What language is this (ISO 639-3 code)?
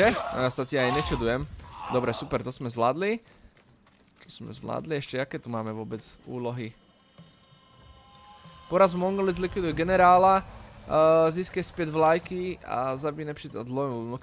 slk